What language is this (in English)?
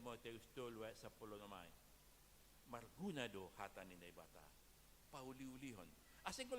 Batak Simalungun